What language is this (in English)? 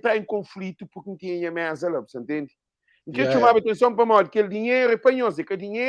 Kabuverdianu